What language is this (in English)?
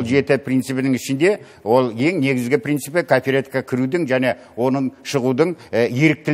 Kazakh